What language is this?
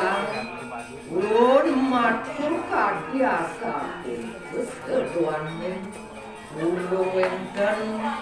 Balinese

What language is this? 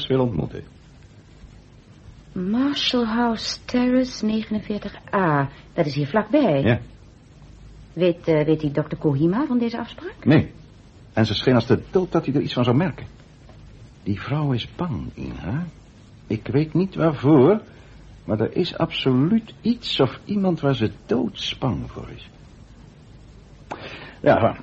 Dutch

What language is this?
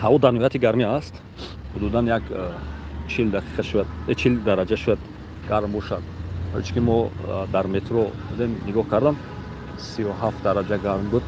Tajik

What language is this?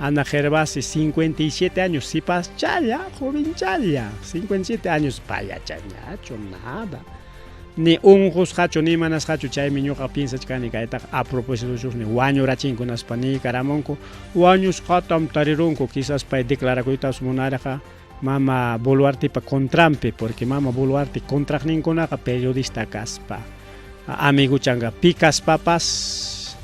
Ayacucho Quechua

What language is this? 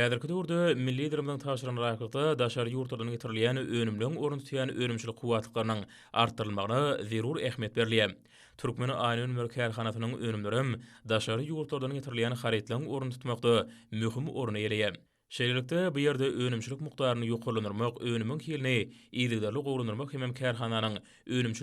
Turkmen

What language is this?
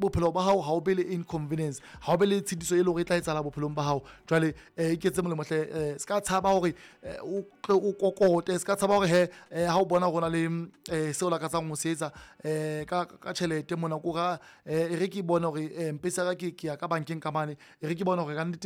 Southern Sotho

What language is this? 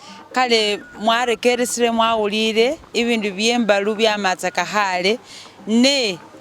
Masaaba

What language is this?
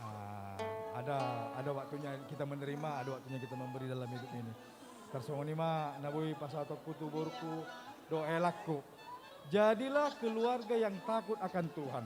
Batak Simalungun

